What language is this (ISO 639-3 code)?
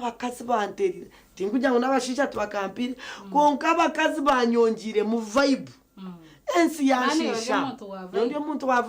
nyn